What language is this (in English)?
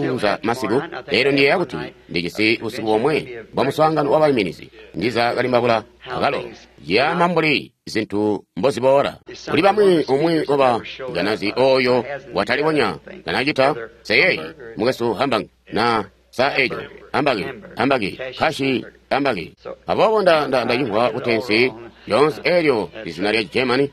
Tonga (Zambia)